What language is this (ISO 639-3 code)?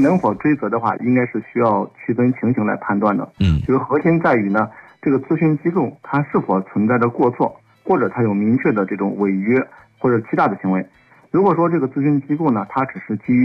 zho